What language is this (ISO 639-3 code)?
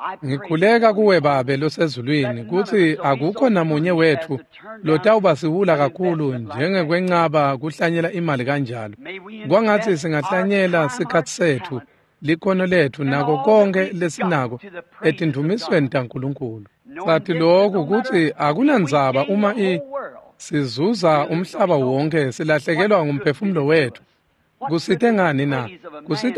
ssw